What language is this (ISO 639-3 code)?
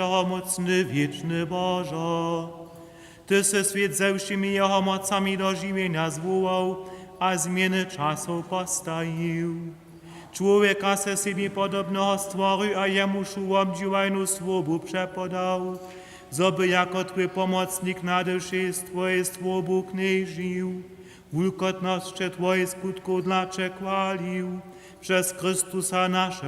hsb